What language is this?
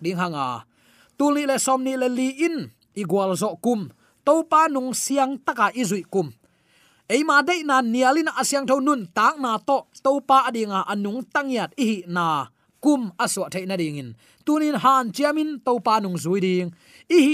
Tedim Chin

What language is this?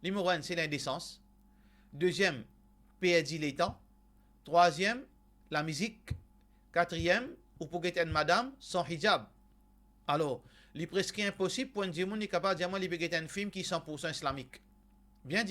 Morisyen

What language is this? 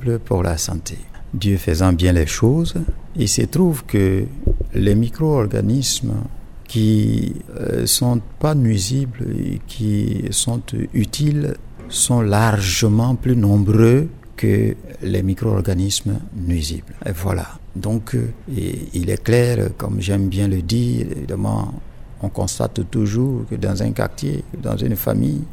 French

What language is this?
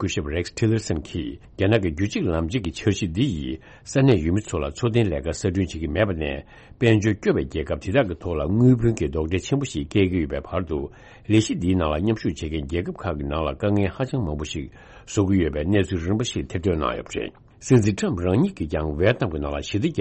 Tibetan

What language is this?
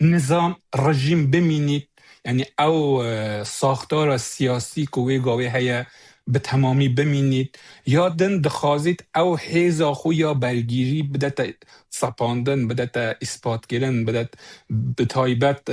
Kurdish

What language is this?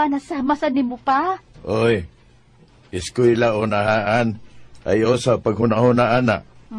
Cebuano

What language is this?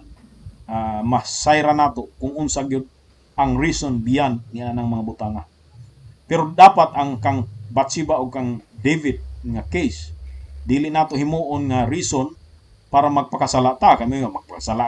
Cebuano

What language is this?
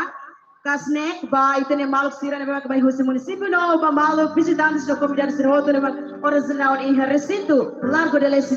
Tetum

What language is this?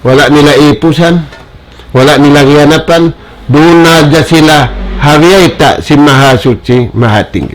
Tausug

